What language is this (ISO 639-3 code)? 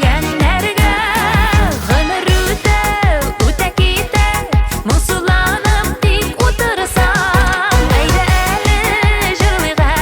tat